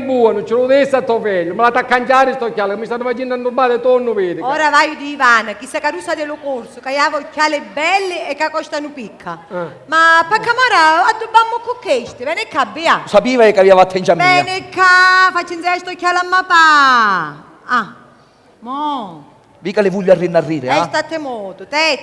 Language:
Sicilian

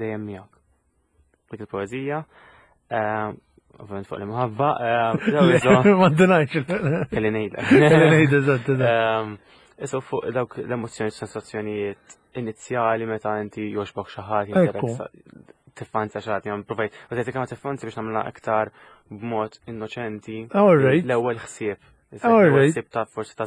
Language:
Maltese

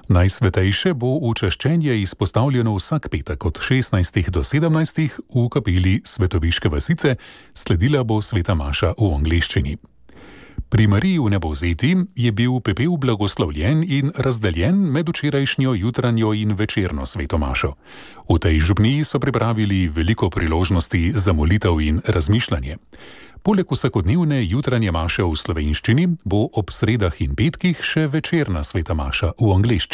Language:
Slovenian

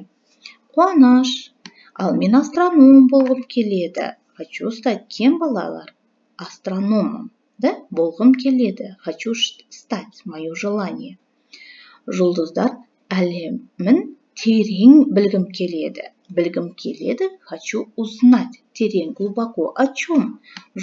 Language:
Kazakh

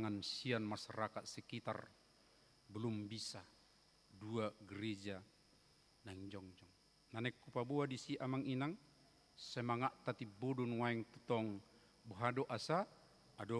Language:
Batak Toba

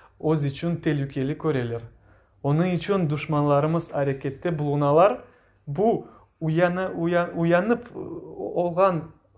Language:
Crimean Tatar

